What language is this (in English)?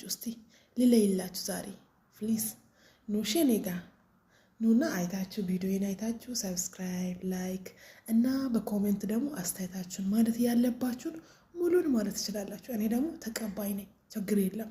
Amharic